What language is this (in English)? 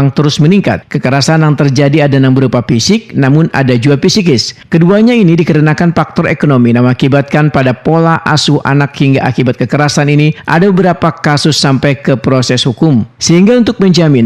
Banjar